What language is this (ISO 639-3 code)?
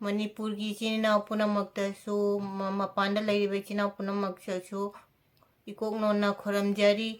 mni